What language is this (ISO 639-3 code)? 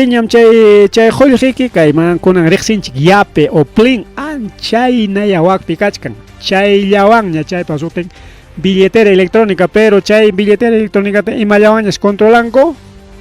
quy